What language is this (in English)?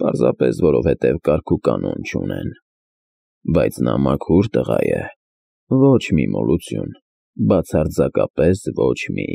Armenian